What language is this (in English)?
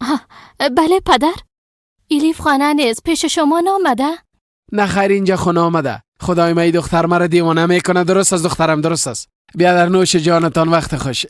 Persian